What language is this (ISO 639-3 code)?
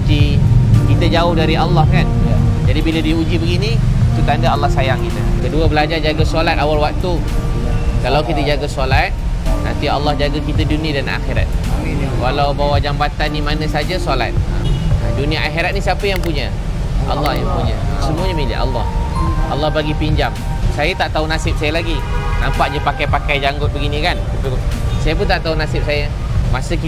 msa